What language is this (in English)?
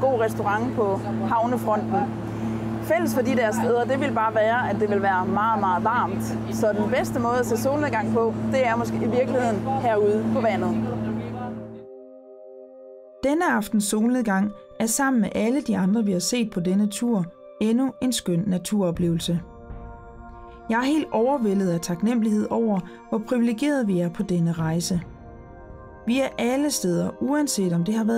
Danish